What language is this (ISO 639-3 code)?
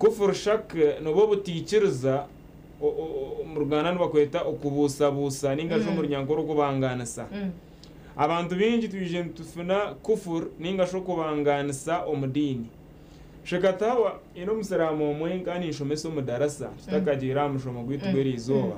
nyn